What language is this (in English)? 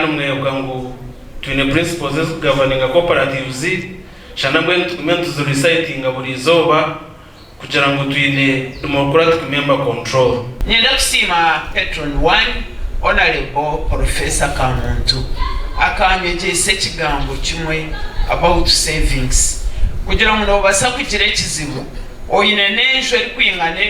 Nyankole